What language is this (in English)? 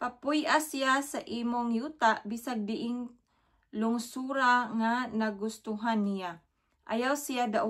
Cebuano